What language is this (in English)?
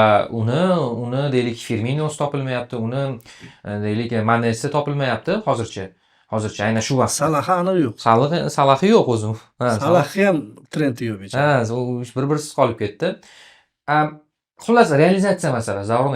Uzbek